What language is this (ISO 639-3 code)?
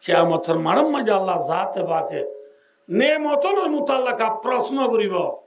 rhg